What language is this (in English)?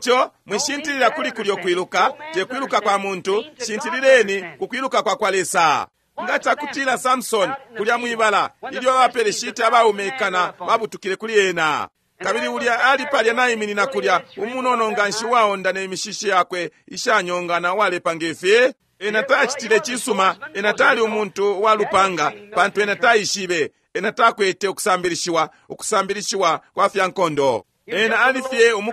Bemba